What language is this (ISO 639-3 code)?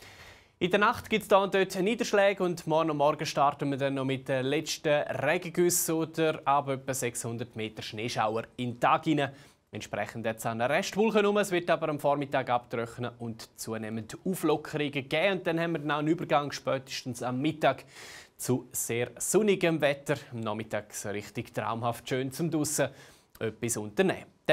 gsw